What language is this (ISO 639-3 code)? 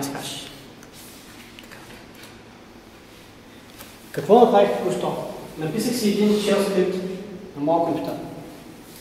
bul